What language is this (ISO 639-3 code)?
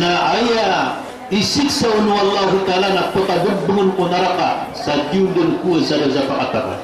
mrw